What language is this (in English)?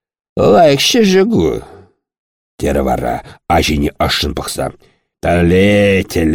Chuvash